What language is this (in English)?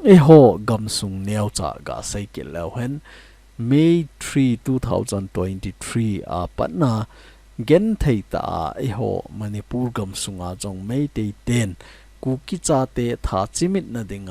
Thado Chin